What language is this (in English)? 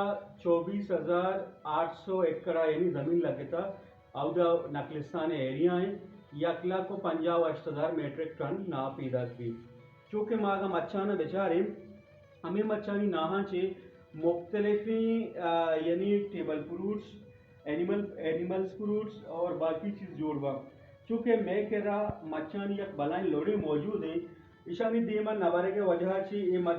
Eastern Balochi